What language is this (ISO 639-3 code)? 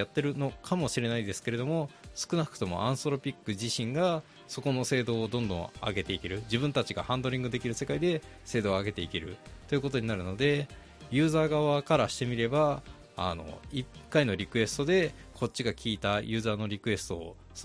jpn